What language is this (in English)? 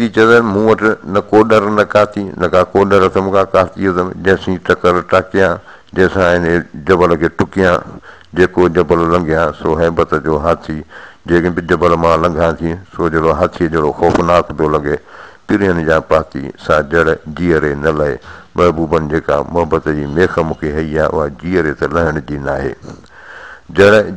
Sindhi